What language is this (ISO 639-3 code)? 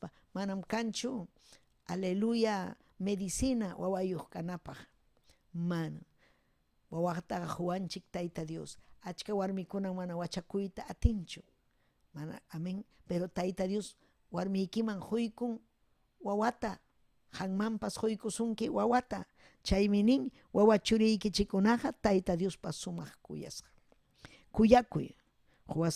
quy